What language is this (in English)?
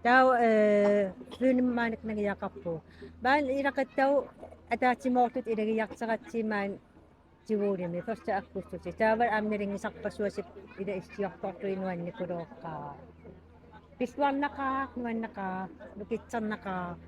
Kalaallisut